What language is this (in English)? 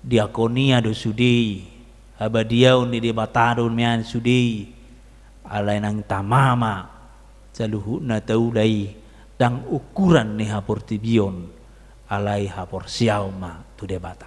Batak Toba